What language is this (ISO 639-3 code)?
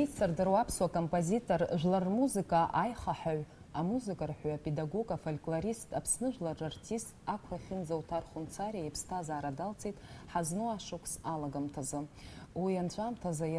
abk